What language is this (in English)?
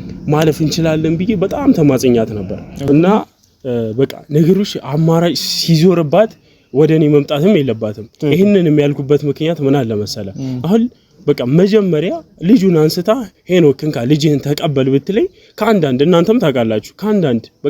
Amharic